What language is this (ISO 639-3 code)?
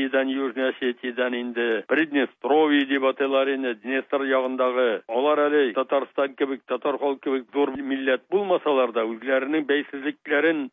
tat